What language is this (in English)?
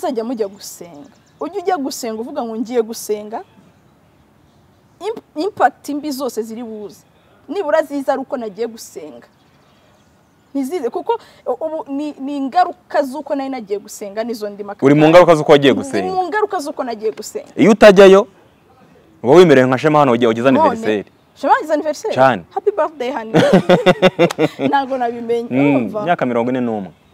Kinyarwanda